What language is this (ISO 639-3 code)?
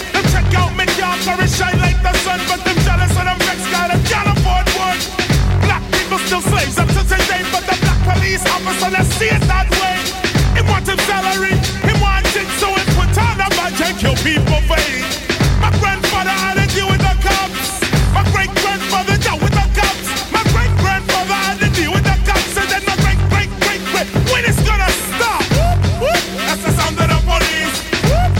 ita